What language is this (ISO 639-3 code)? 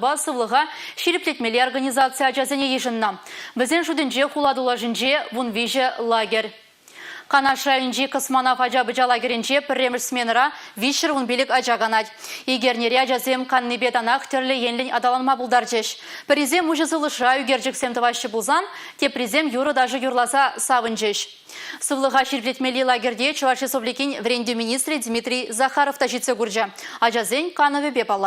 chv